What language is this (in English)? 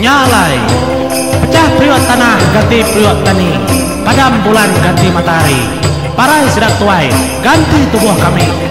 Iban